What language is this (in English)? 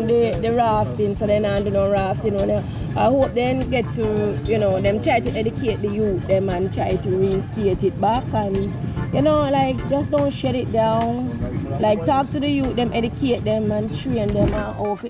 Jamaican Creole English